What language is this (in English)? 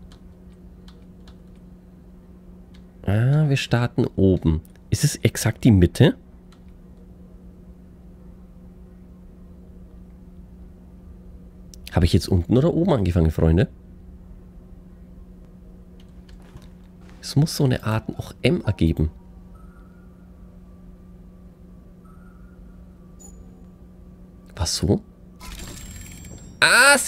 German